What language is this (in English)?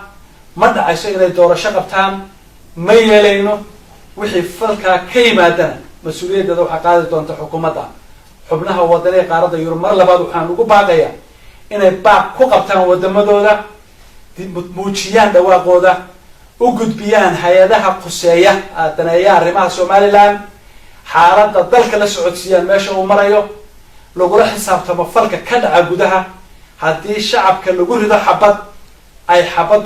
Somali